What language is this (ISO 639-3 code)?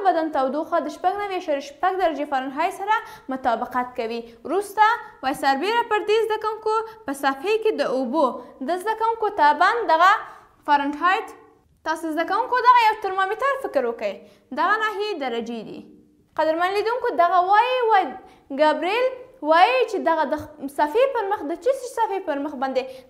pus